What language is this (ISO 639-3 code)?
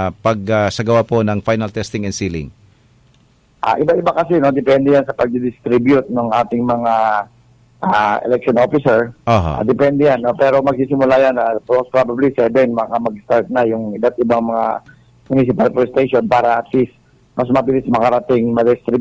ceb